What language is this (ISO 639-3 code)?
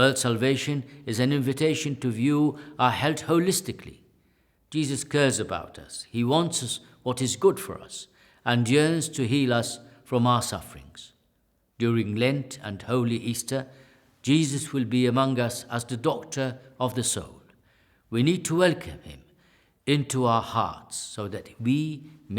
eng